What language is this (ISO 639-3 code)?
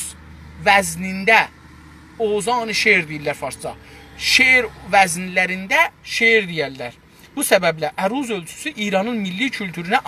azb